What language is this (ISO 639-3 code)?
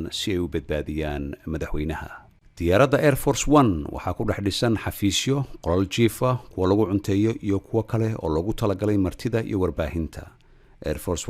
som